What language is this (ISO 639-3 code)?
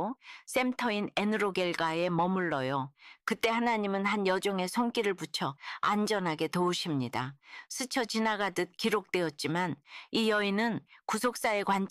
kor